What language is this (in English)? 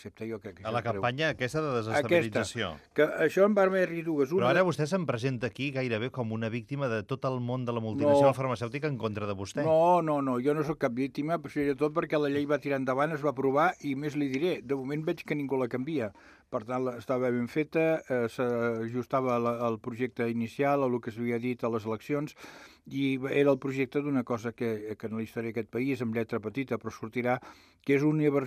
Catalan